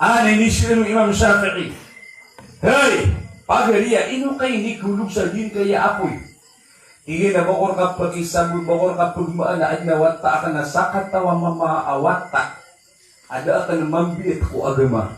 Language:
Maranao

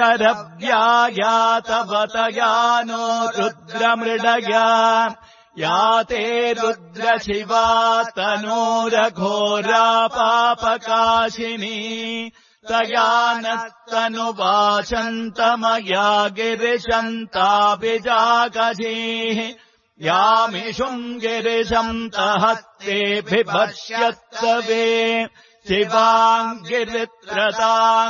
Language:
Sanskrit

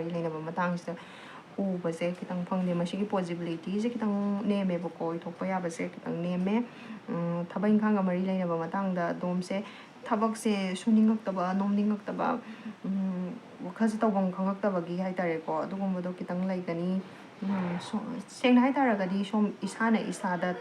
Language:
Manipuri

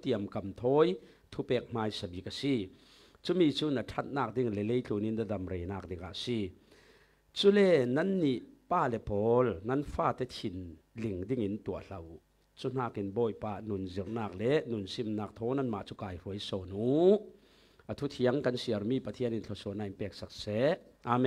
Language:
Falam Chin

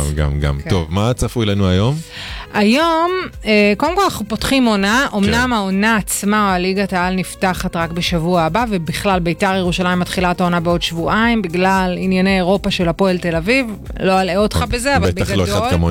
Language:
Hebrew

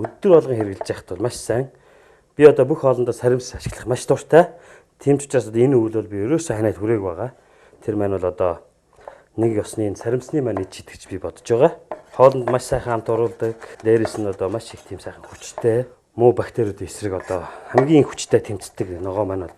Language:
Mongolian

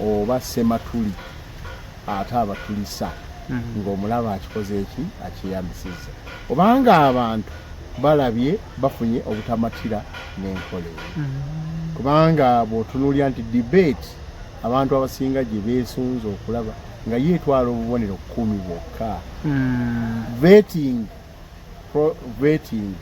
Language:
Ganda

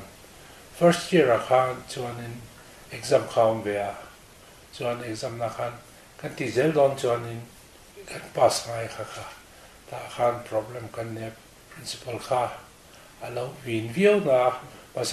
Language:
Mizo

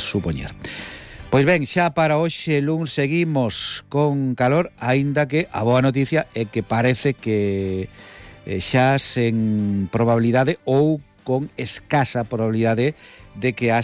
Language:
Galician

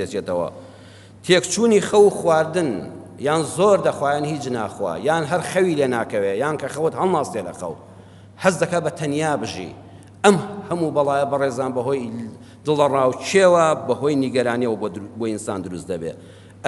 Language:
Central Kurdish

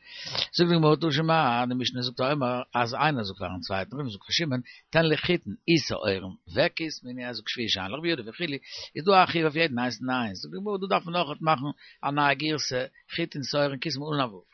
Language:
Yiddish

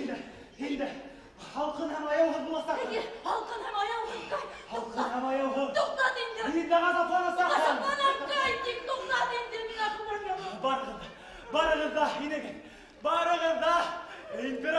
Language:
Bashkir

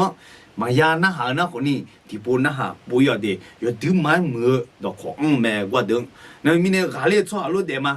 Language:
Akha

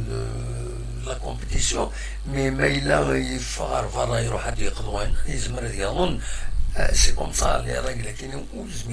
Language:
Kabyle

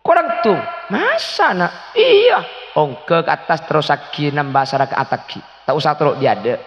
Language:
Madurese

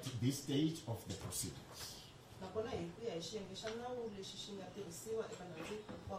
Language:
Tsonga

